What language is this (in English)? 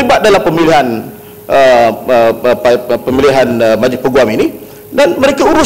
Malay